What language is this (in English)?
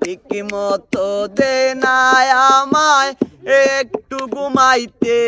Sylheti